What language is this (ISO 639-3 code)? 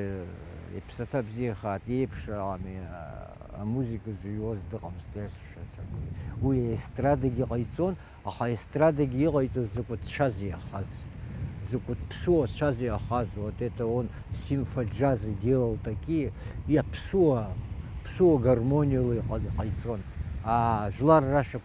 abk